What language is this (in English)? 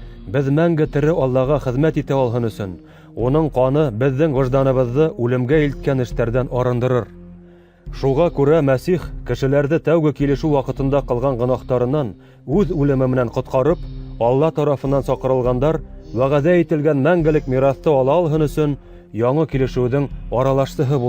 Bashkir